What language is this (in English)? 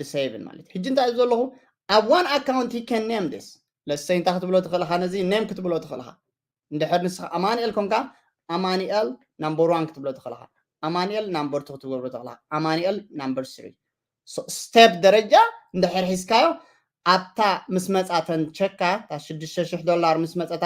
Tigrinya